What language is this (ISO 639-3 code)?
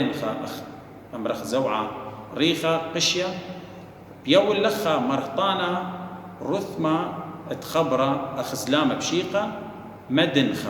aii